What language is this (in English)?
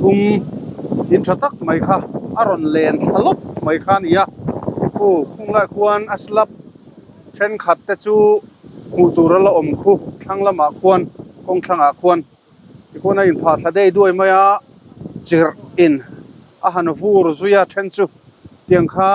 Mizo